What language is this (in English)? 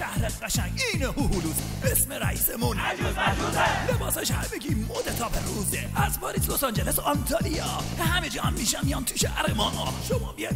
Persian